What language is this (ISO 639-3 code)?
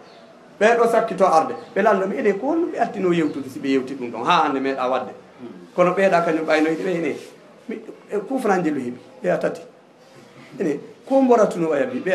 ful